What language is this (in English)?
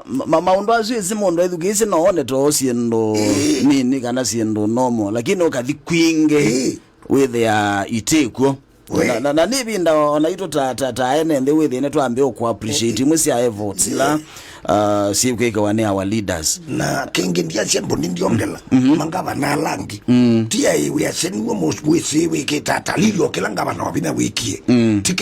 Kamba